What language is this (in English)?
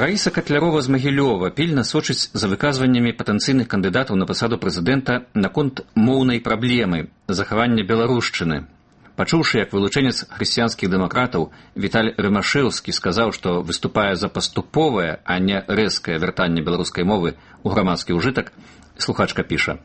Belarusian